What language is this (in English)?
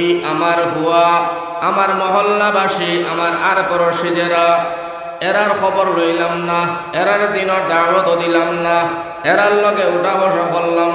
Sylheti